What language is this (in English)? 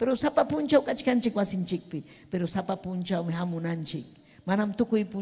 Ayacucho Quechua